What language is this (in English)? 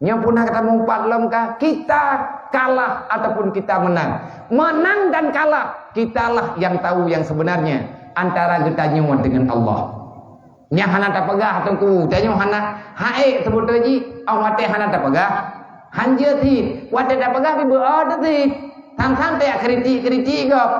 Achinese